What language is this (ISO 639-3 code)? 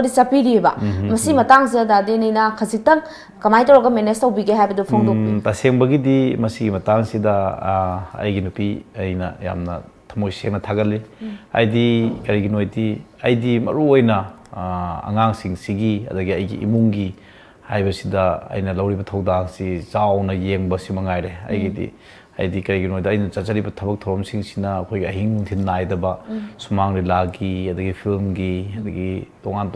mni